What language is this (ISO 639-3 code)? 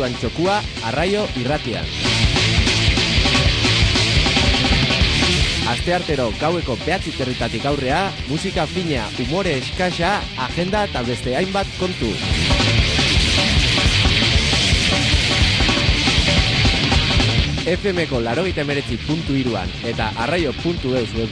eus